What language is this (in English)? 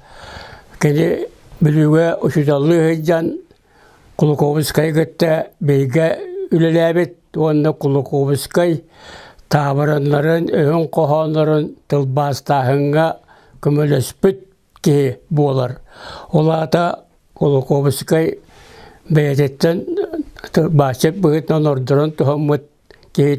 Yakut